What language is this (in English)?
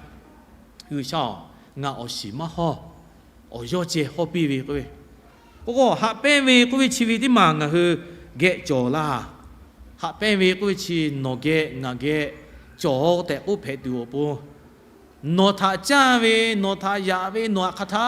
Lahu